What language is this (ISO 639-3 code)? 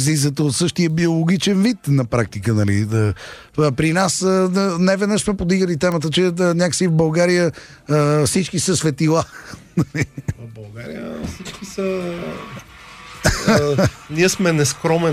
bul